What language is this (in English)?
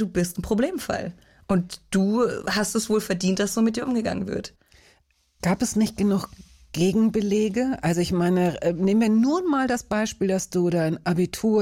German